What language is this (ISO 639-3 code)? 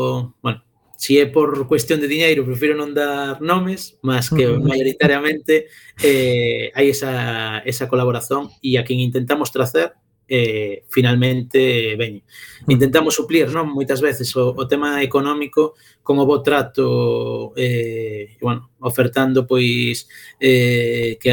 glg